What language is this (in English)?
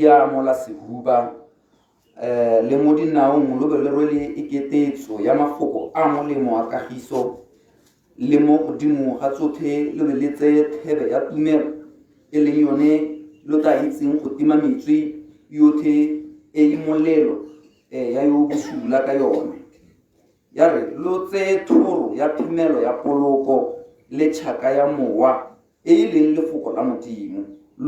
Tswana